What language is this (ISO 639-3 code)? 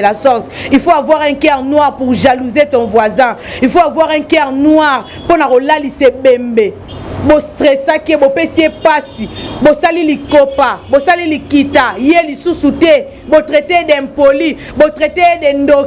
lin